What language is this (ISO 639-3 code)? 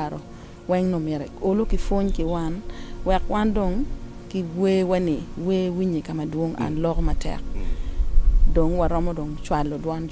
ach